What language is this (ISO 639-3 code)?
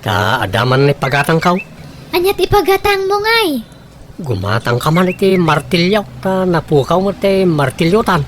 ilo